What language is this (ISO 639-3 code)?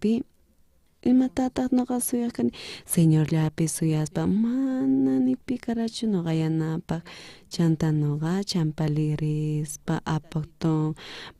quh